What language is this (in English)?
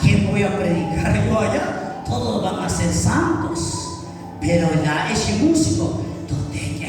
Kekchí